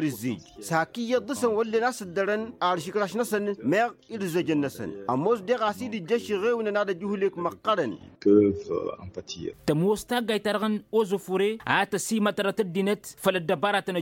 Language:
Tamasheq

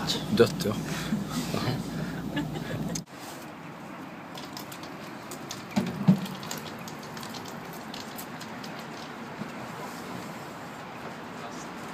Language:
Swedish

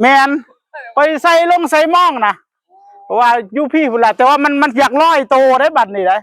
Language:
Northeastern Thai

